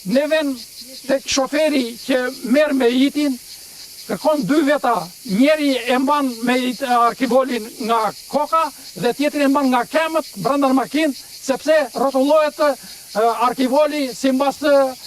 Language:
Albanian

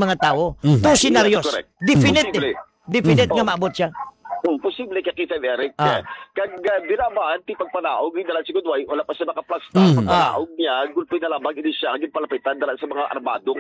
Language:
Hiligaynon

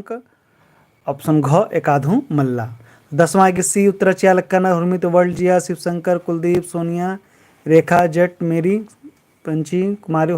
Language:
Kurukh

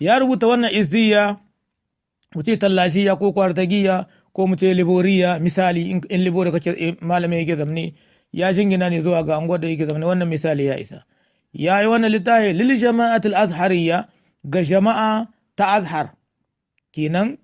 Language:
Hausa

